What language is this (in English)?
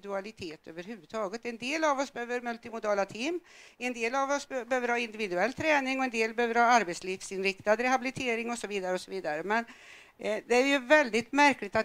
Swedish